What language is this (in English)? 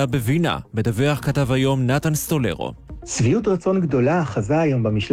Hebrew